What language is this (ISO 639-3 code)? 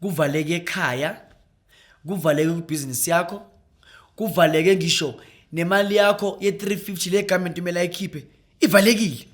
zul